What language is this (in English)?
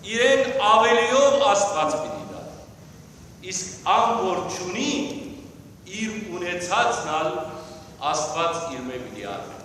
Western Armenian